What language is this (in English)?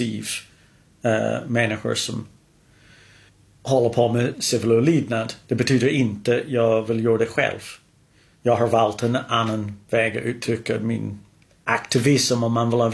Swedish